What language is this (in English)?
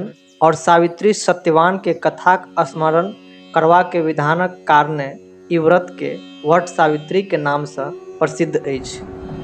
Maithili